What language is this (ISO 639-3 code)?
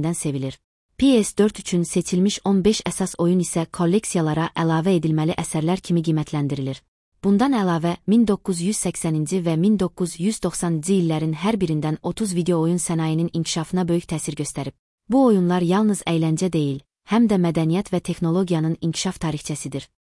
aze